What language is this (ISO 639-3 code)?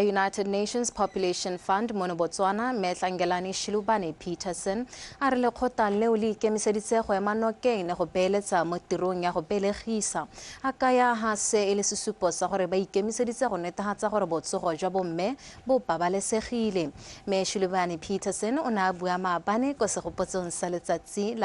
tsn